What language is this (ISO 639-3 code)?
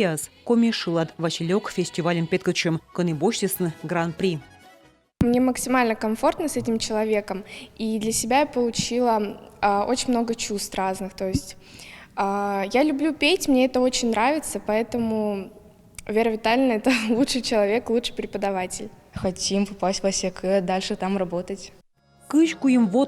kom